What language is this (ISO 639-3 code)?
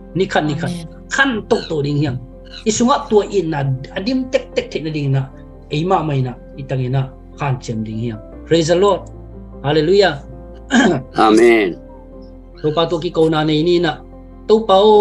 ctd